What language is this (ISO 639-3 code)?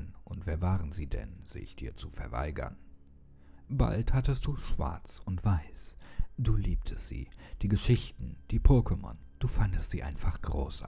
deu